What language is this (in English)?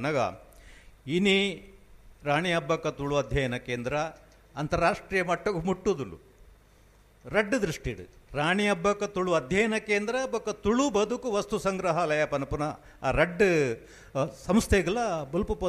Tulu